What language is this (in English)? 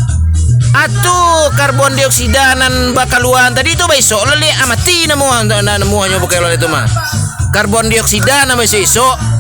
Minangkabau